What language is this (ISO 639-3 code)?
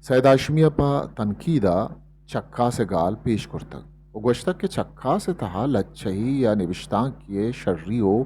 bgp